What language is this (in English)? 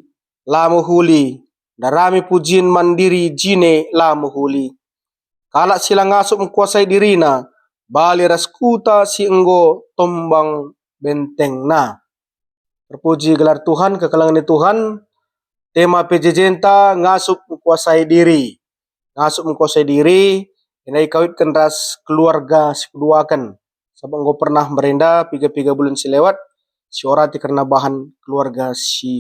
Batak Karo